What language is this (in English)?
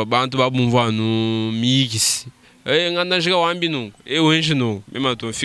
Luba-Lulua